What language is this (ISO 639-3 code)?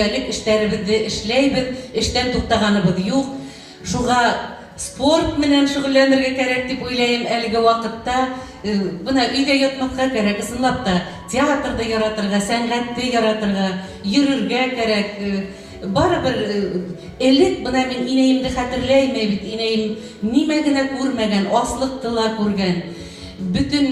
bak